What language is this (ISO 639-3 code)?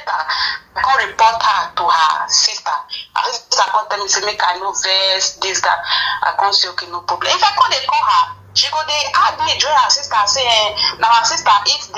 pcm